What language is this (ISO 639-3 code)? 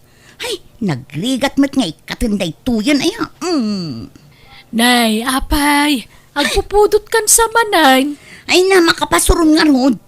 ilo